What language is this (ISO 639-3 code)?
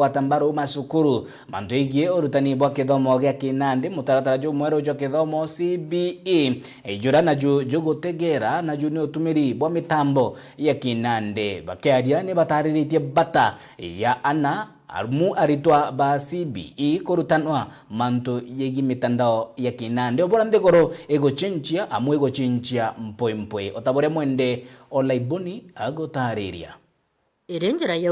mer